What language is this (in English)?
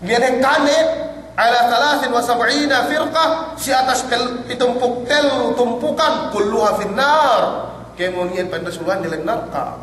Yakan